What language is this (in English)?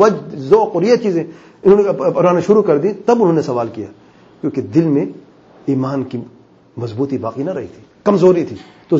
Urdu